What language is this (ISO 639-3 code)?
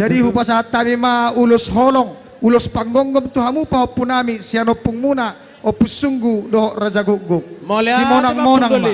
bbc